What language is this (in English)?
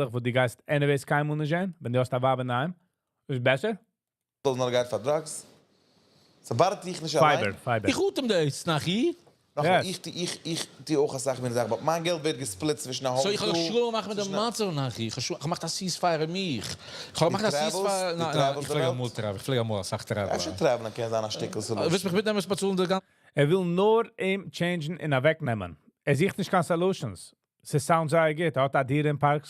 Yiddish